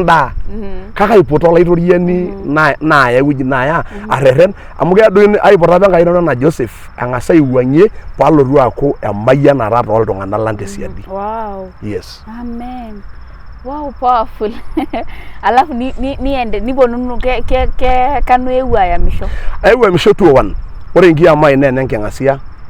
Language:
Masai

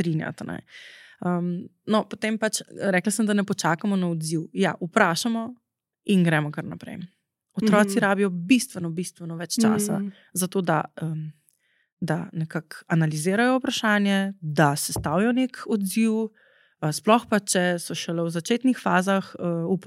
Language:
Slovenian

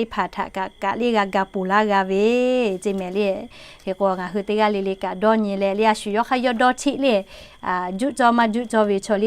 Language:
Lahu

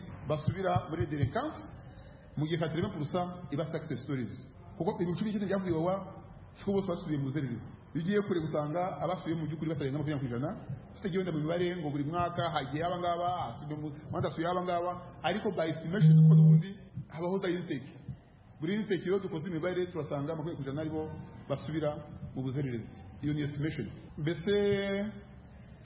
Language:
Kinyarwanda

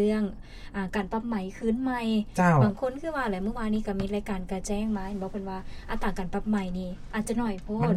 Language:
Lao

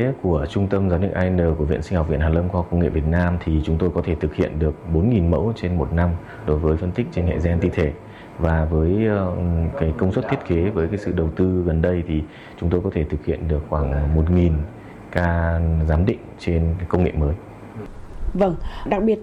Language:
Vietnamese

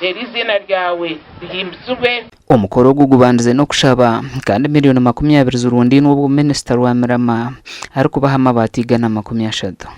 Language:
Nyankole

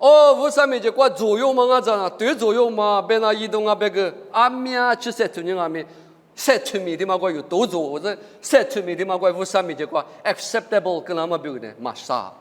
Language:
Lisu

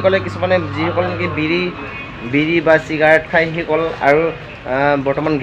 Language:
Assamese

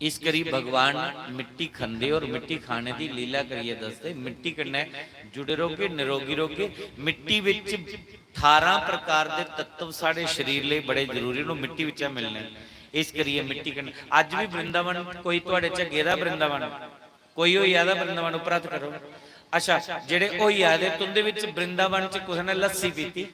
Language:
Dogri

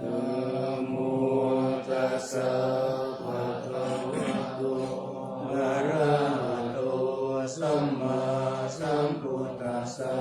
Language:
Pali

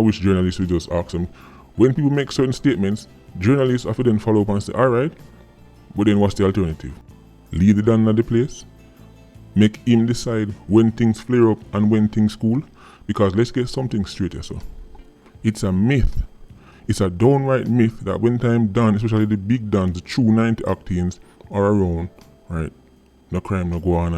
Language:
Jamaican Creole English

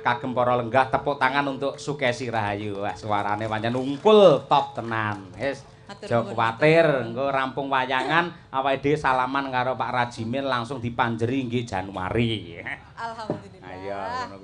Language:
Javanese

